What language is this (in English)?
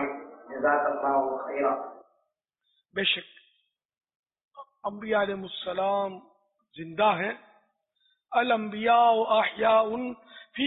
Urdu